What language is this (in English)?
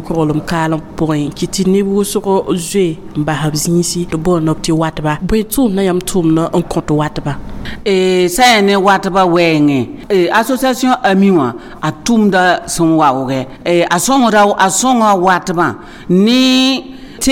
Mossi